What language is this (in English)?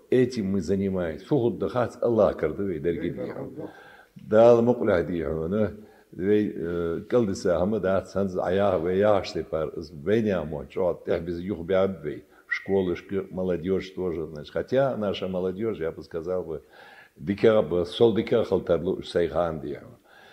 Ingush